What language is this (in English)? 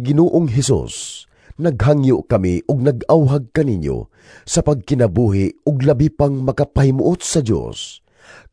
Cebuano